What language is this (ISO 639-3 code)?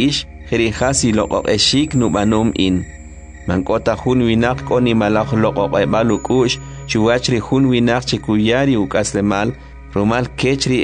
quc